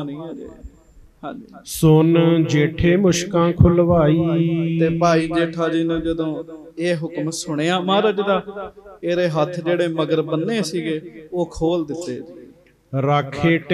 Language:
Punjabi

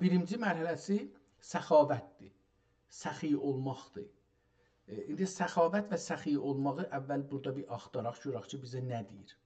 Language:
South Azerbaijani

